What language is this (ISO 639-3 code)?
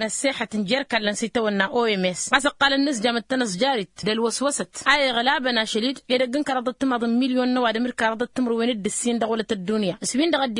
taq